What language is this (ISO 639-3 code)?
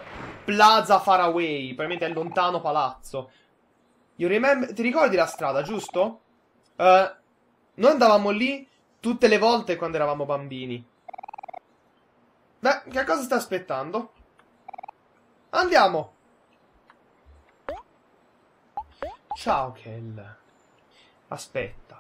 ita